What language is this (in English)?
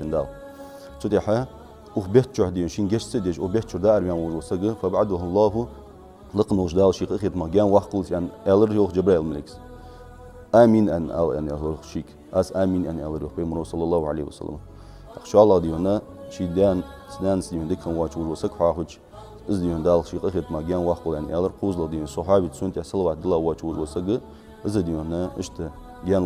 Ingush